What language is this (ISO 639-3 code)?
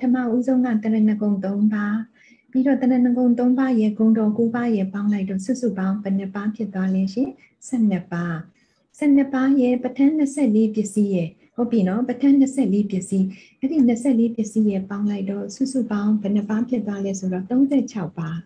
mya